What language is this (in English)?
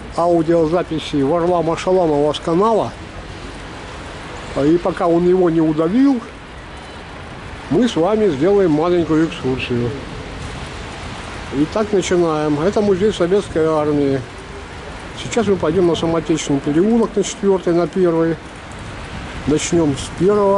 Russian